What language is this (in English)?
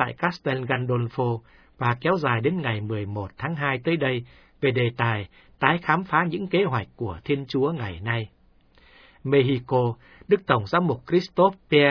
Vietnamese